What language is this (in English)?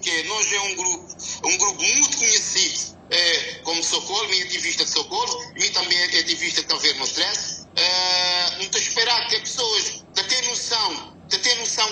Kabuverdianu